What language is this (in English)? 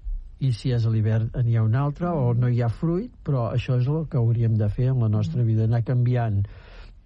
Catalan